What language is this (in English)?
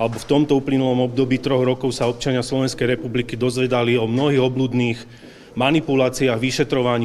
Slovak